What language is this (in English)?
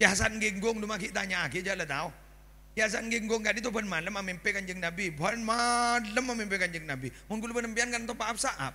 Madurese